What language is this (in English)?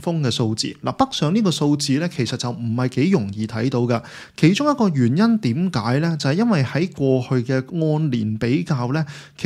Cantonese